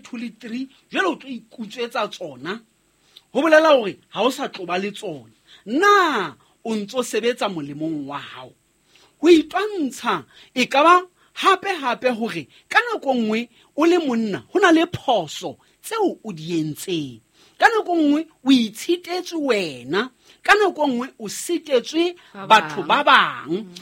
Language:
Southern Sotho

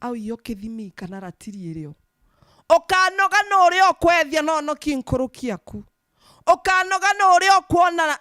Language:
Meru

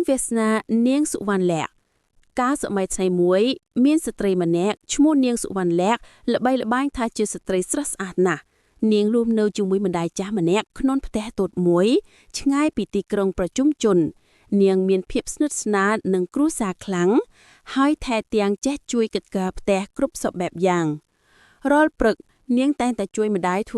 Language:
Khmer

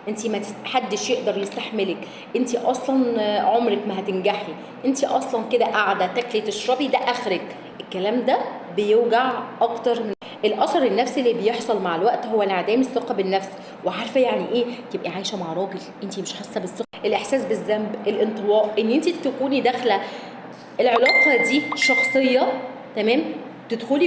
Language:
Egyptian Arabic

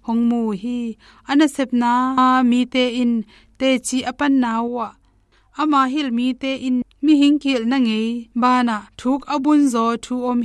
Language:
Tedim Chin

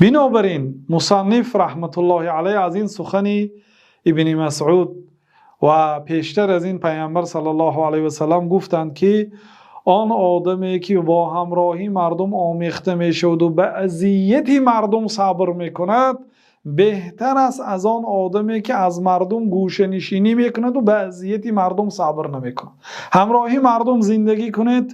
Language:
Tajik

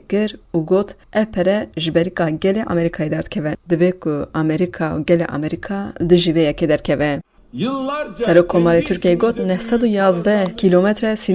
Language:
Kurdish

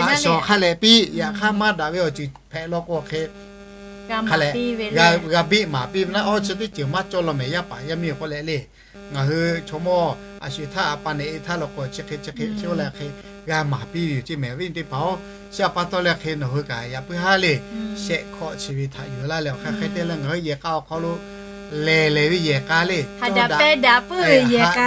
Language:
Lahu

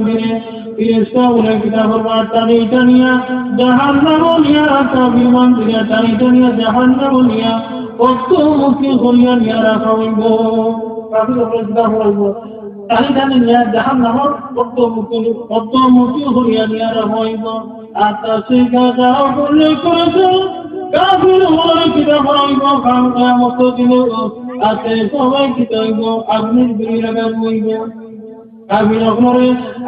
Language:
Sylheti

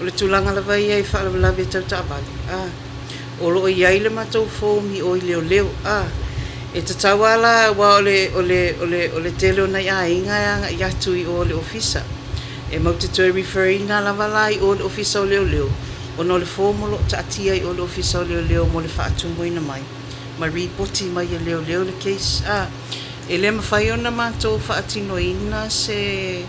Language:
Samoan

